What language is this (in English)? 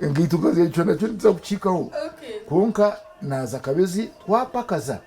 Nyankole